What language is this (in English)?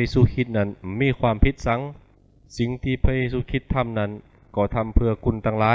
Lü